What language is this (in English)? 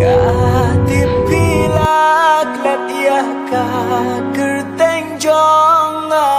Khasi